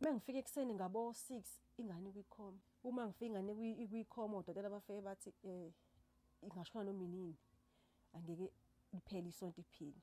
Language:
Zulu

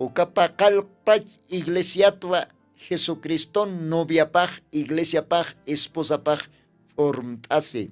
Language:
Aymara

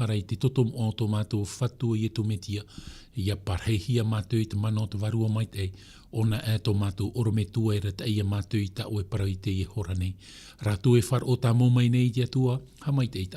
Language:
Tahitian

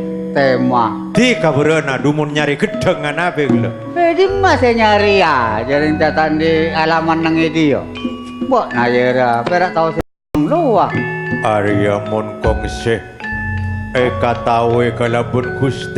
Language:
Madurese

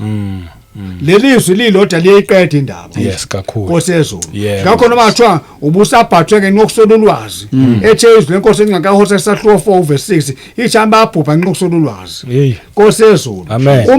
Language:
Zulu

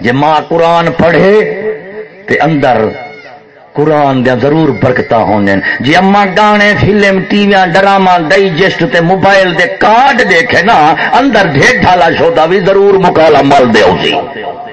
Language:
Saraiki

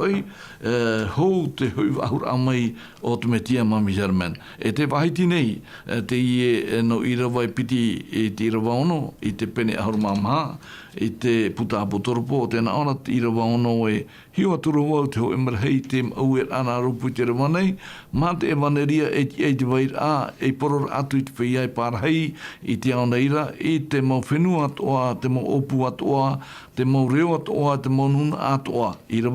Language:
Tahitian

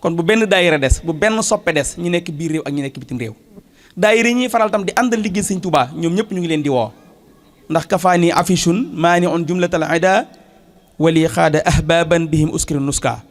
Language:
Wolof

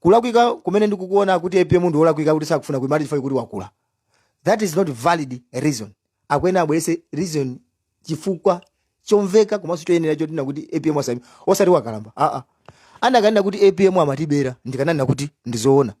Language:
Nyanja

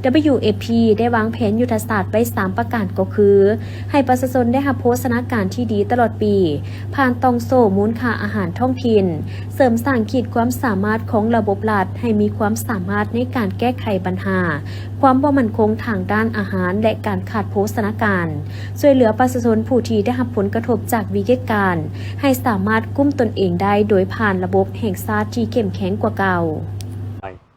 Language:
Lao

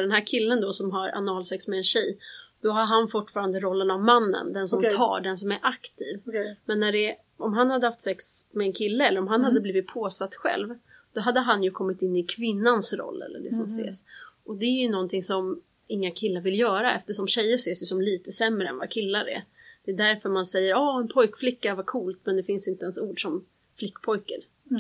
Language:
Swedish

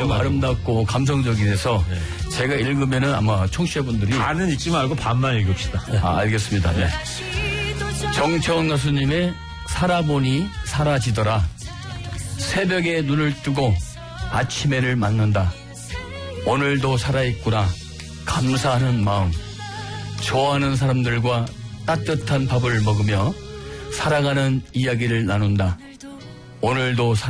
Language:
Korean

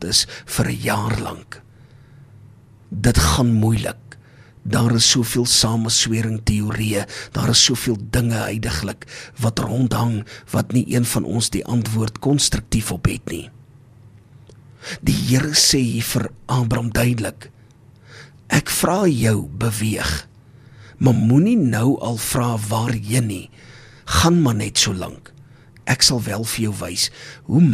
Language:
Afrikaans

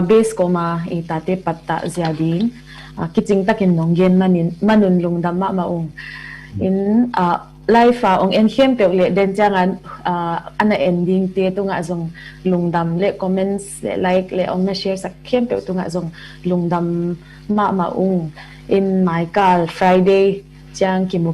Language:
Tedim Chin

